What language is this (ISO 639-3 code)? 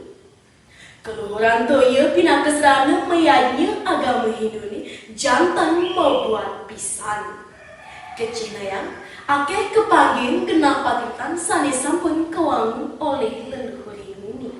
ban